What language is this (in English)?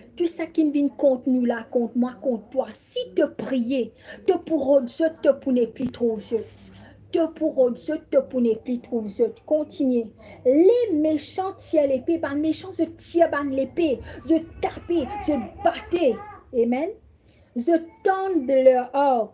Morisyen